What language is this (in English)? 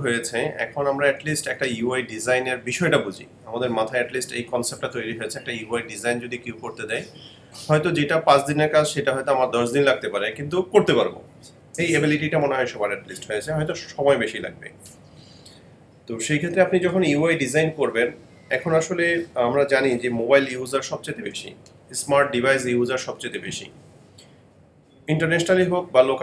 Bangla